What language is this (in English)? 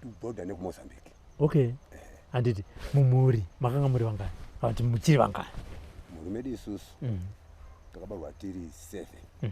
Shona